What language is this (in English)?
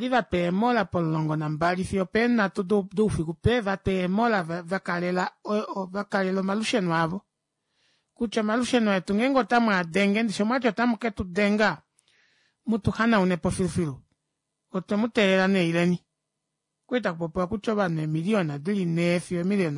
Kuanyama